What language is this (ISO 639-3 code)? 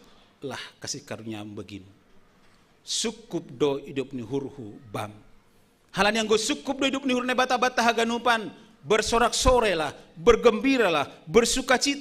bts